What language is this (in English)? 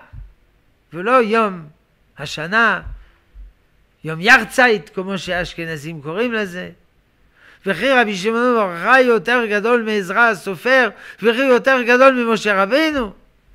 Hebrew